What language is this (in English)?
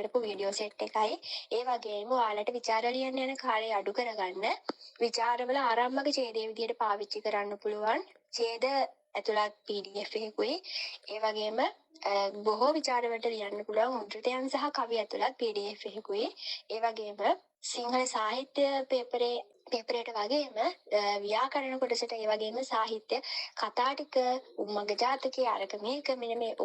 Sinhala